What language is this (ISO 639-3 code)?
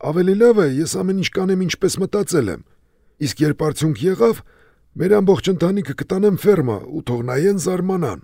hye